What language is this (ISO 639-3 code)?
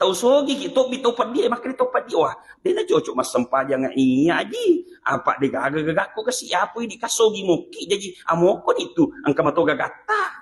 bug